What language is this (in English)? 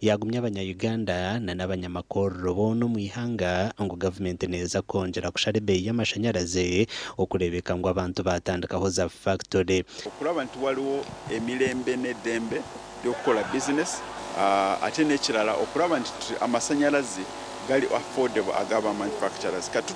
Nyankole